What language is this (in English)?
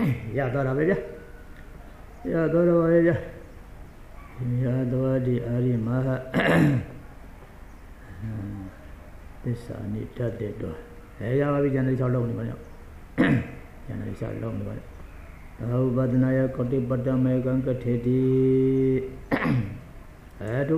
Burmese